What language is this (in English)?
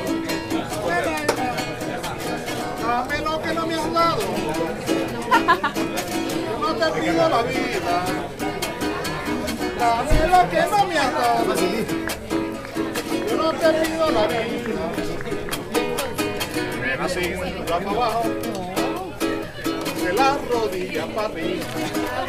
Spanish